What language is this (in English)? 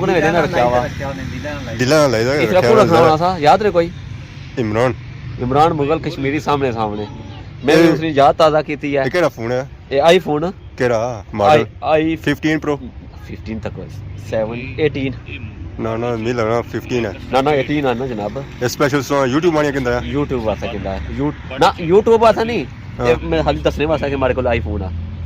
Pahari-Potwari